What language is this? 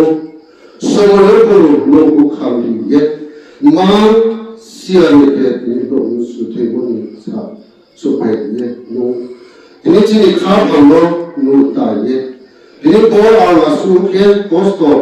Riang (India)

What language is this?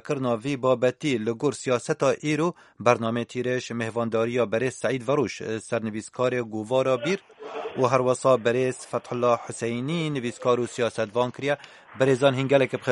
Kurdish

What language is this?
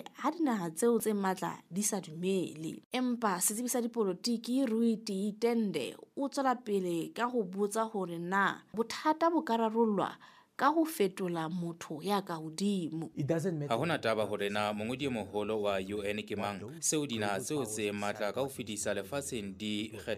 Southern Sotho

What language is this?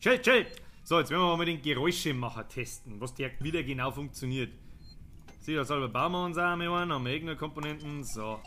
Bavarian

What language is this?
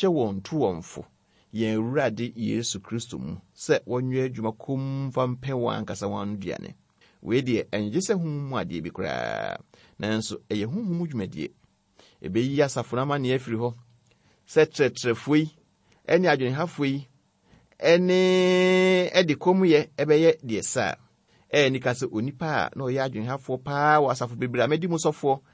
Akan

